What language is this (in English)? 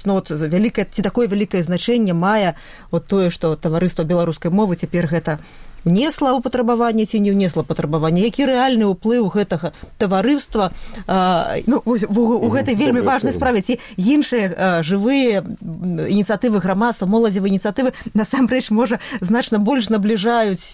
Belarusian